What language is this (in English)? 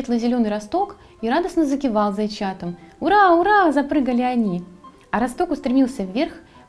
Russian